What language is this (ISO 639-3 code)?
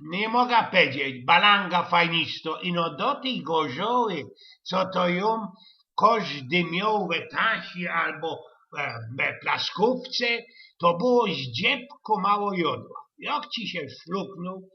szl